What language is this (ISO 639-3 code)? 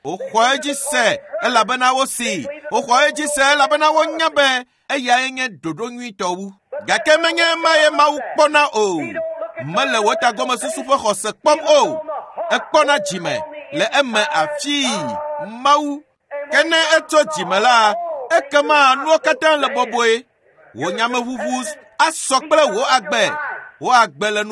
ewe